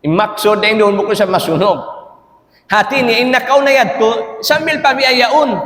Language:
Tausug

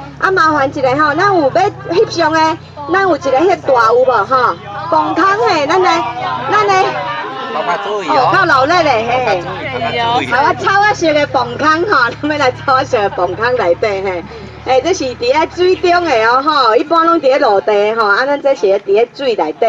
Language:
Min Nan Chinese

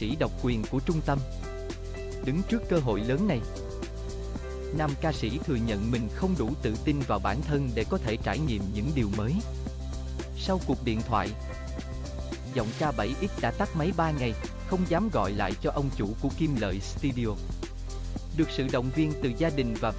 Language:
Vietnamese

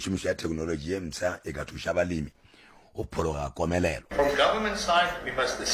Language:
Northern Sotho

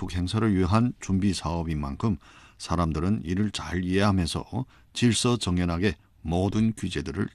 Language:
Korean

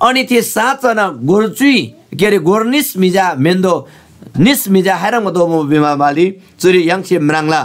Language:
Eastern Tamang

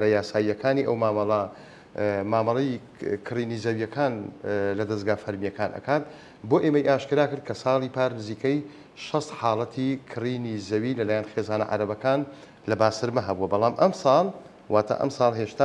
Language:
Central Kurdish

